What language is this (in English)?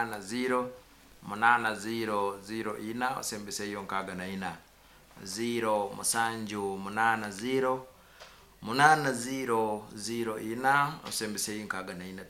Nyoro